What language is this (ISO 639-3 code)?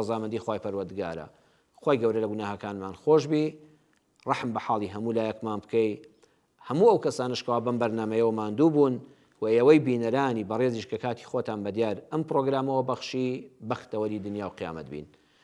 ckb